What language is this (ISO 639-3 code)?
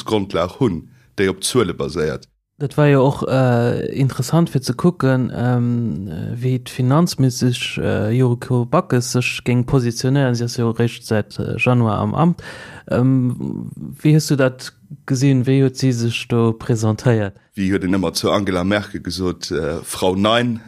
ltz